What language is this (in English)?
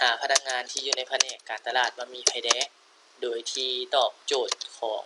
Lao